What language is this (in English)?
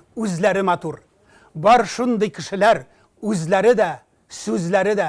Tatar